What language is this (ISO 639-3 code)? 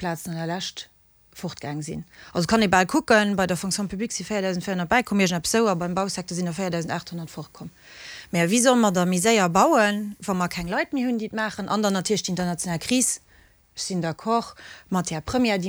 ltz